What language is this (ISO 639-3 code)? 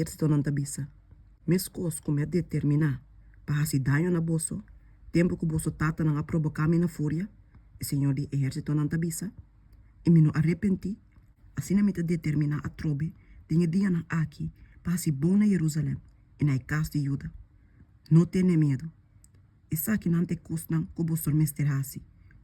pap